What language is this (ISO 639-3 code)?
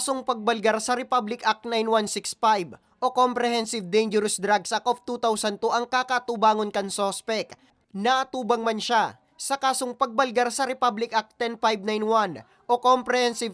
bik